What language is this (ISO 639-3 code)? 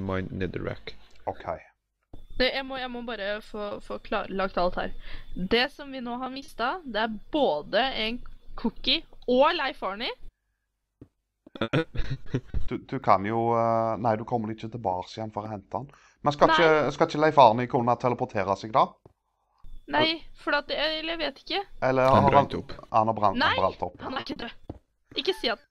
nor